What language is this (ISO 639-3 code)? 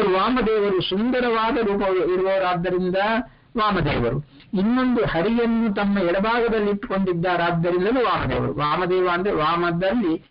kan